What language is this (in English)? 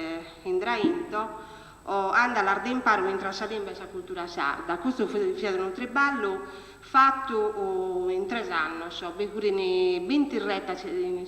Sardinian